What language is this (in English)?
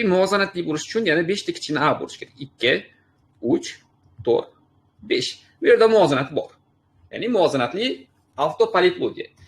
Uzbek